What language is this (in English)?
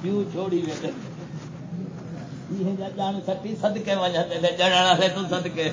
Saraiki